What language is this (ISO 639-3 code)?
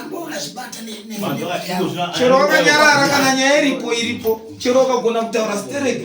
sna